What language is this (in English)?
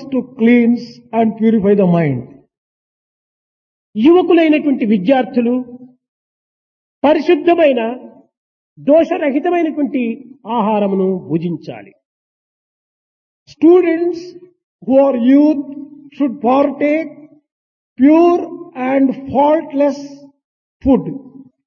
Telugu